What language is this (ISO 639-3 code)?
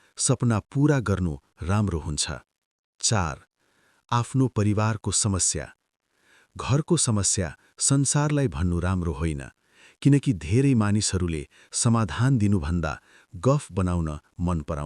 nep